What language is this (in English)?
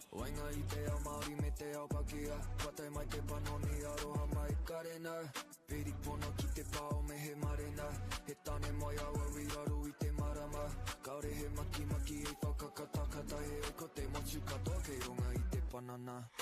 Māori